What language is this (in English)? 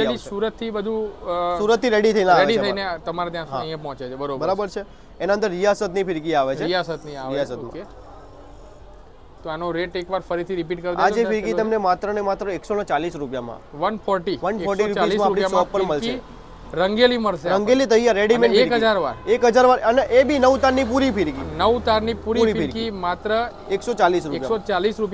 Gujarati